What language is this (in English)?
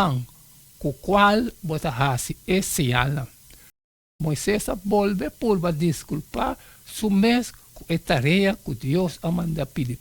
Papiamento